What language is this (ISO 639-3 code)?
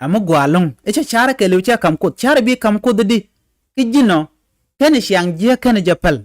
nus